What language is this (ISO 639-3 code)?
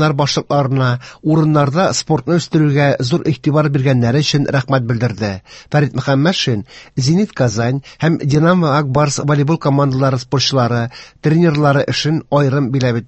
tat